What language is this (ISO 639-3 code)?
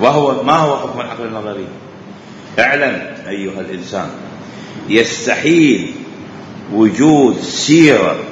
acm